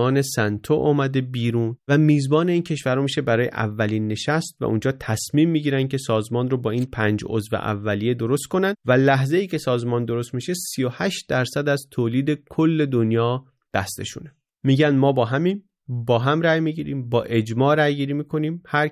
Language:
Persian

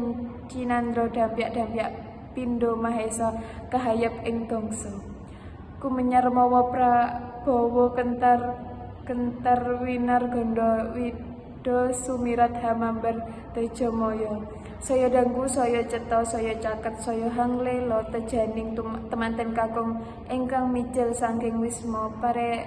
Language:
Javanese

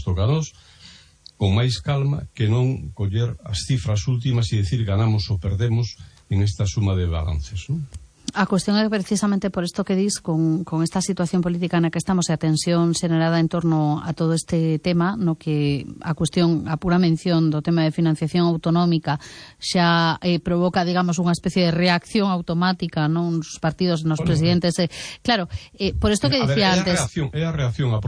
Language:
Galician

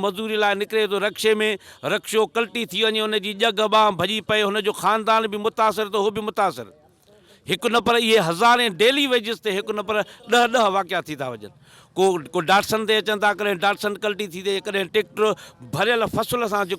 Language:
Sindhi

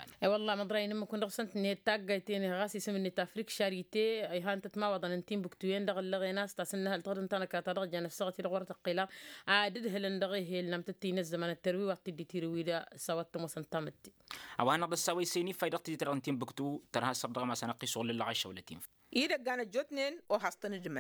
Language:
Tamasheq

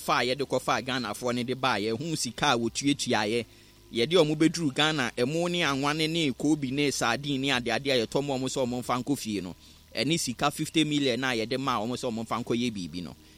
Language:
Akan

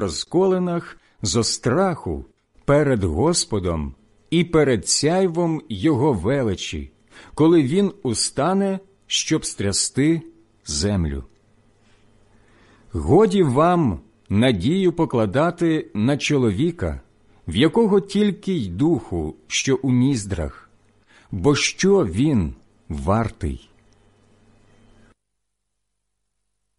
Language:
Ukrainian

